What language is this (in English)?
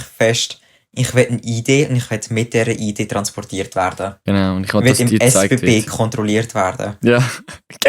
Swiss German